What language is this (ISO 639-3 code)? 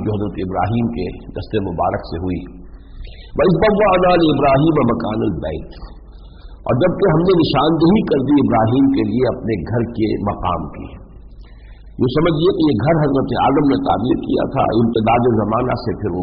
urd